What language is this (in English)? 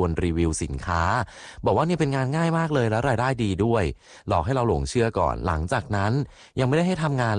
Thai